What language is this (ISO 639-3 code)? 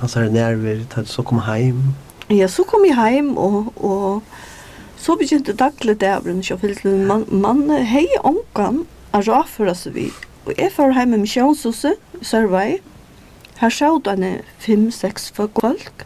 fao